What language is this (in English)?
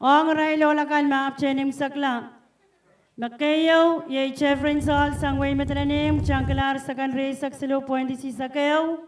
Pohnpeian